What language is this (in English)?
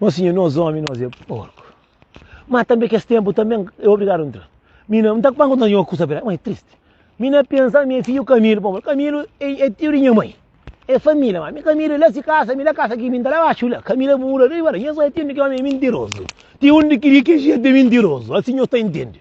Kabuverdianu